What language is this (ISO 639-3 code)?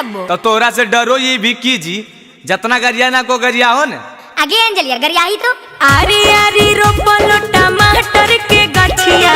mag